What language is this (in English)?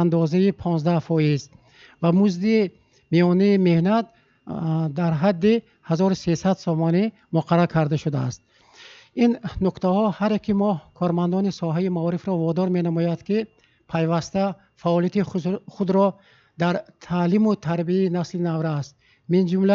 Tajik